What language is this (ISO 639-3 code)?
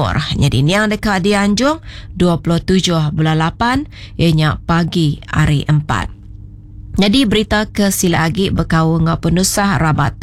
iba